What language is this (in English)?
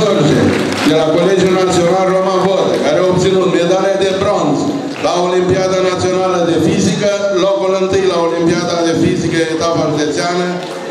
Romanian